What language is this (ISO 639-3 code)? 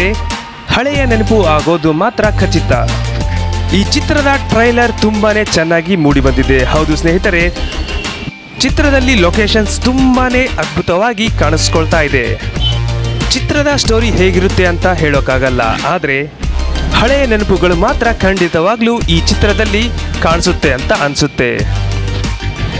kan